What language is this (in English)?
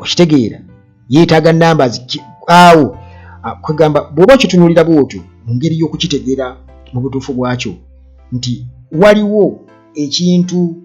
Ganda